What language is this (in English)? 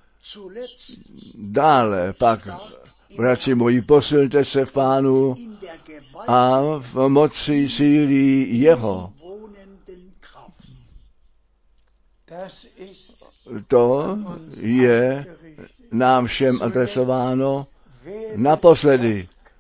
Czech